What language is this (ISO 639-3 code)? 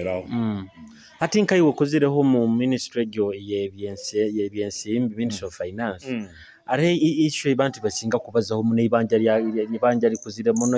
nyo